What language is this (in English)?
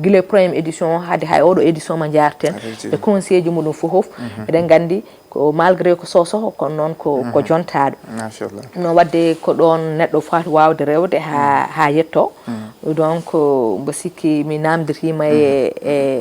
Fula